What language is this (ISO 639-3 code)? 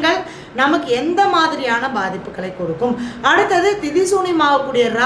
tam